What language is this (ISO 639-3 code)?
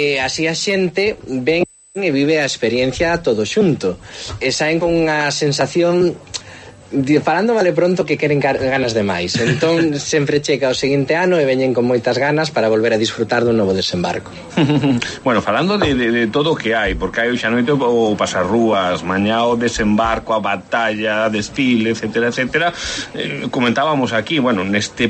glg